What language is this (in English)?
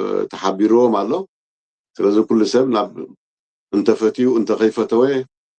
Tigrinya